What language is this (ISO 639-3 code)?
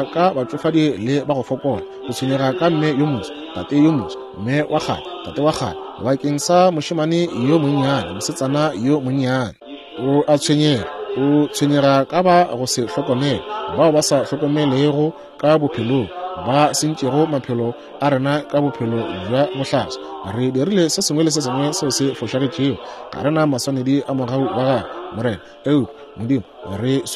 nso